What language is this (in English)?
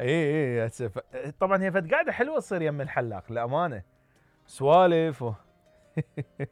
Mesopotamian Arabic